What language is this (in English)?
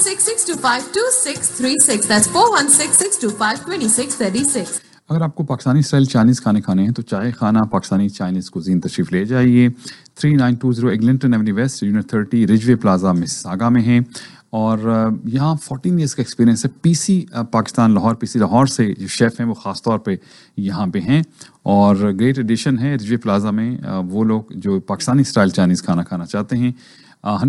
Urdu